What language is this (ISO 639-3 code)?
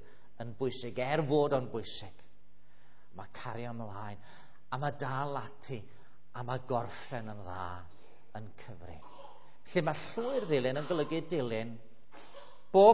cym